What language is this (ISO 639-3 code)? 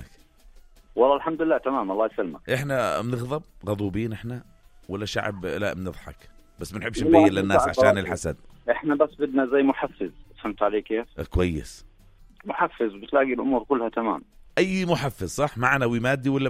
apc